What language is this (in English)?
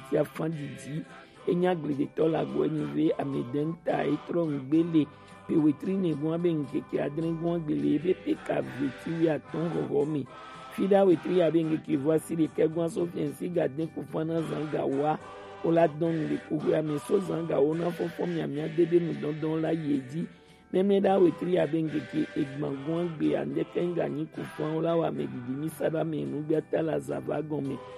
Gen